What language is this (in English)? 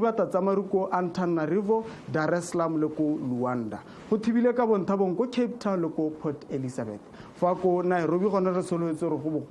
Tswana